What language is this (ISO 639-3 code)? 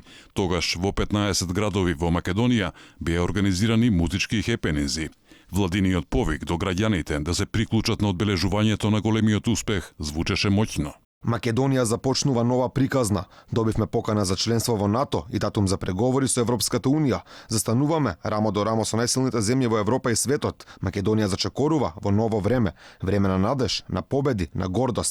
mkd